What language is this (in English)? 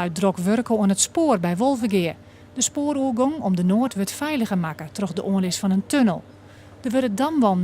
Western Frisian